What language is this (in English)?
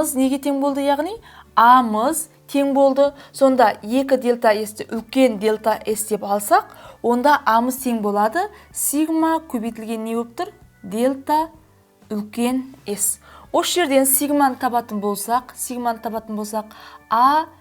Kazakh